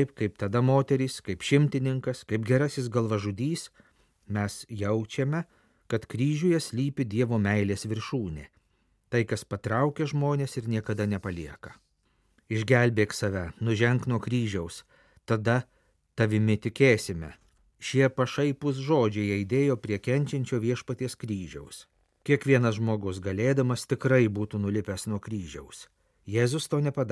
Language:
Lithuanian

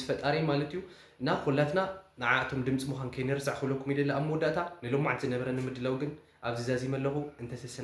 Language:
Tigrinya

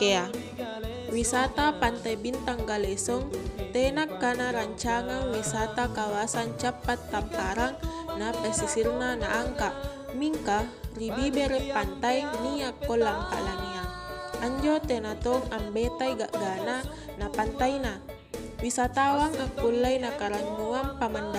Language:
Makasar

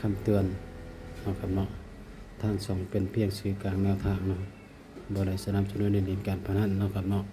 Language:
Northeastern Thai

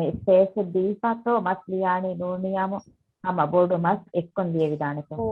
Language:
Divehi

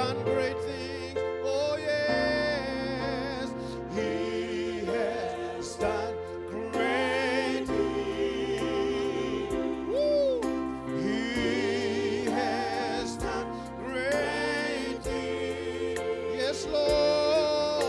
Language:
Fijian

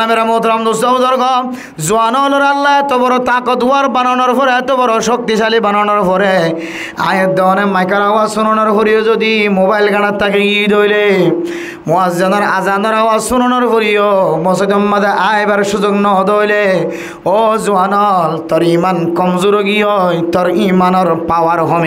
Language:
Rohingya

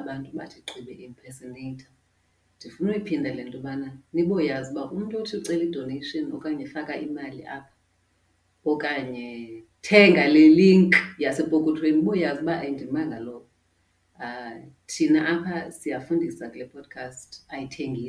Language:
Xhosa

